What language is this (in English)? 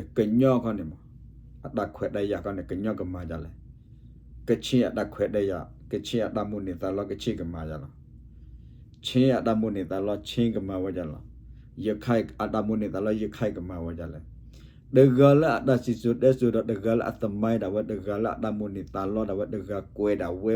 S'gaw Karen